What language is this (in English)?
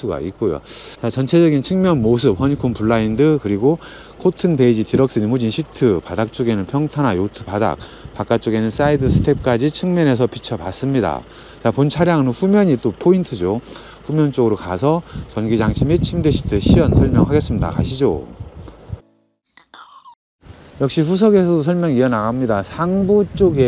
Korean